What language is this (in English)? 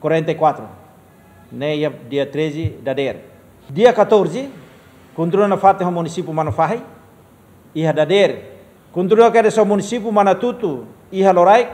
Tetum